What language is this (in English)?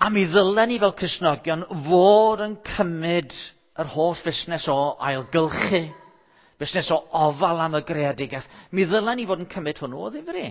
Welsh